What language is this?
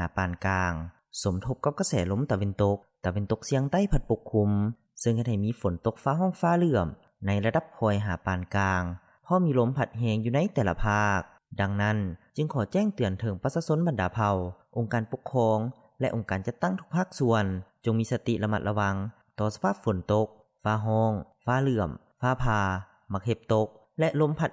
Lao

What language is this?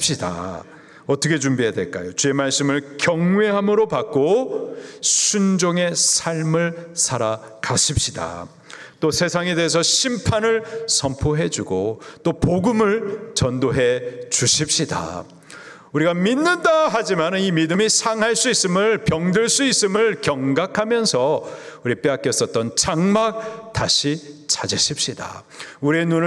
Korean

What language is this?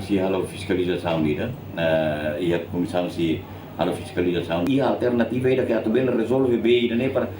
Tetum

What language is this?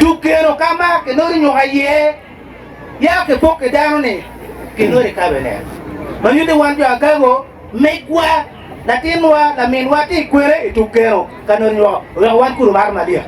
Acoli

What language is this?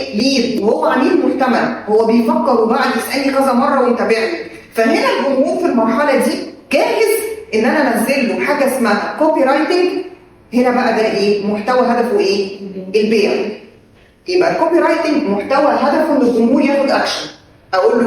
Egyptian Arabic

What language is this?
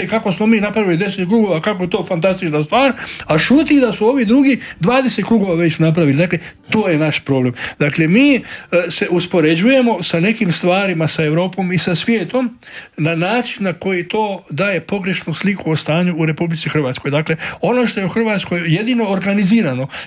Croatian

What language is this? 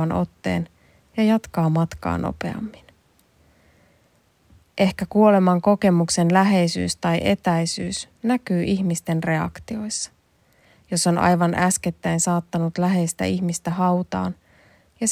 Finnish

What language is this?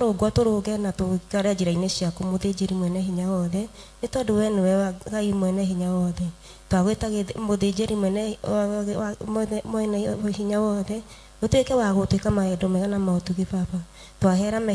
Kikuyu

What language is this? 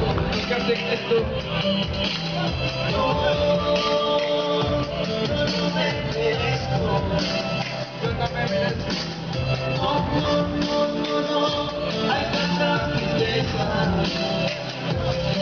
Spanish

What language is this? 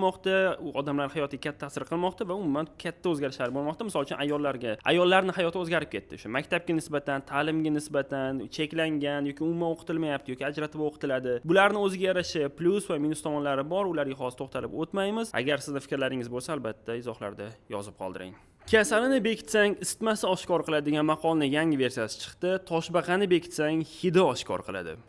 Uzbek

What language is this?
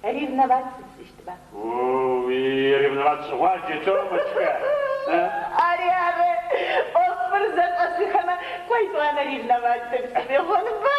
Adyghe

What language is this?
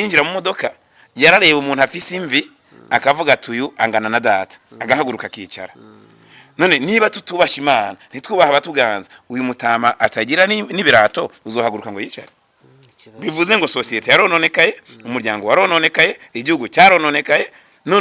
Rundi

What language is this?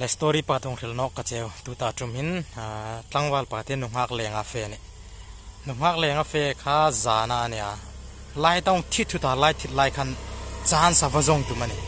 Hmar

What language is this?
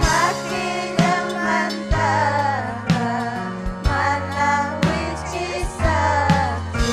Ayacucho Quechua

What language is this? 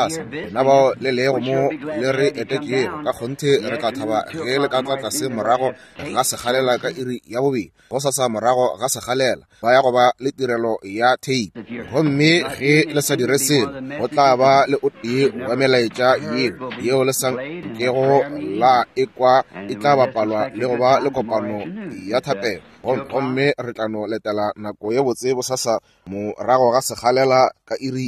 Northern Sotho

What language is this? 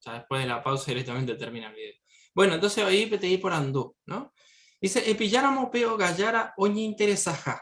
Guarani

